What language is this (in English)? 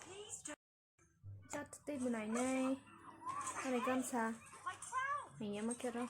Kok Borok